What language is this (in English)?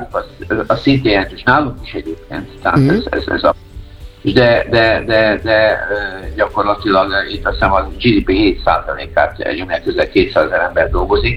Hungarian